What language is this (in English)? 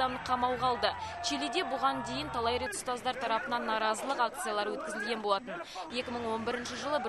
Kazakh